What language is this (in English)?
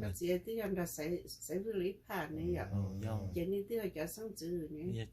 Hmong